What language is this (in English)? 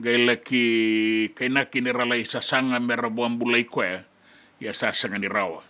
Fijian